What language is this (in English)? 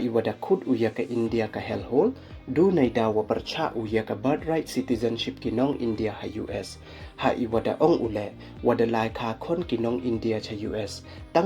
Pnar